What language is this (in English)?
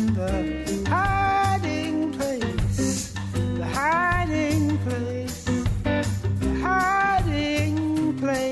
Serbian